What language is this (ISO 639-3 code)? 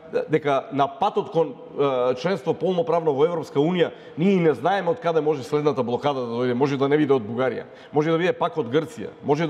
mkd